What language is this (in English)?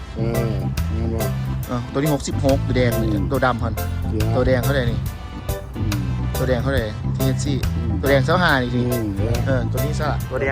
Lao